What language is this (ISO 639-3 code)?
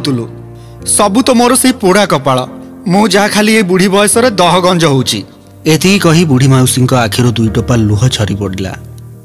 ori